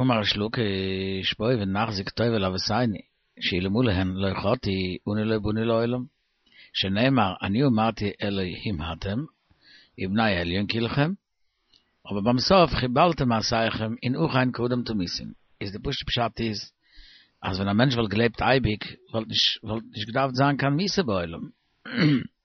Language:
Yiddish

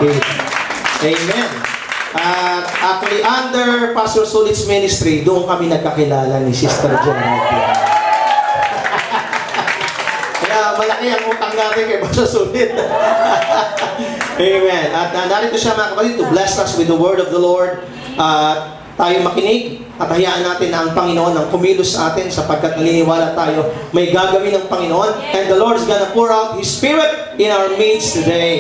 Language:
Filipino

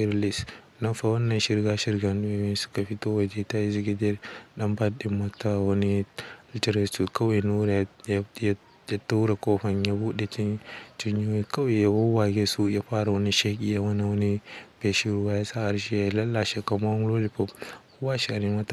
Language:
Hausa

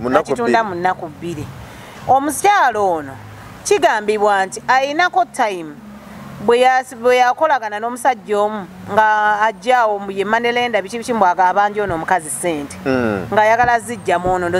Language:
Ganda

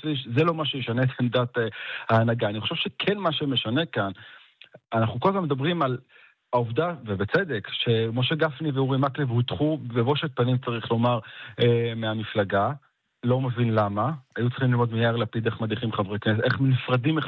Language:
Hebrew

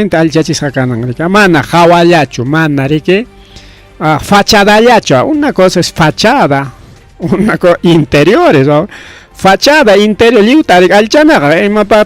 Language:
Ayacucho Quechua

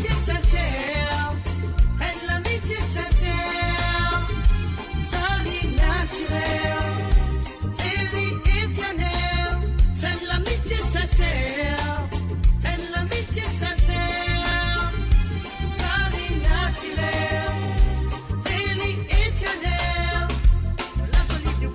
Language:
Morisyen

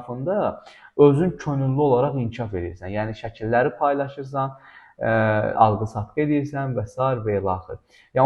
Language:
Azerbaijani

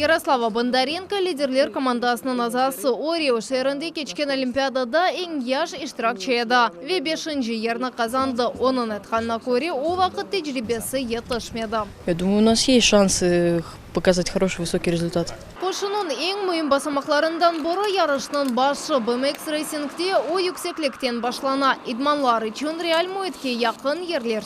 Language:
Crimean Tatar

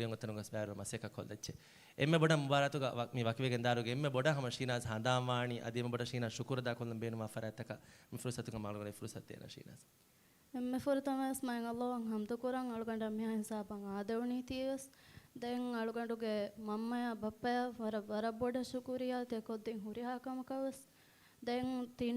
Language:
Divehi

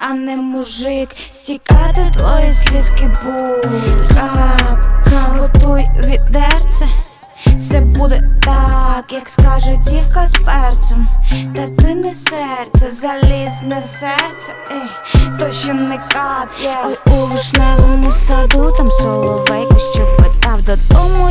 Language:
Ukrainian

